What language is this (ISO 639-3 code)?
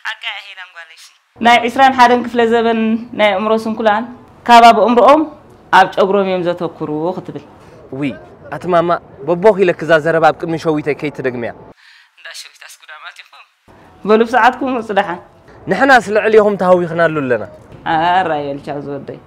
tir